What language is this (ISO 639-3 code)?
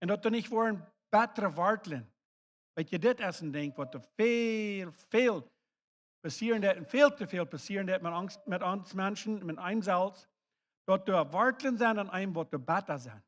pdt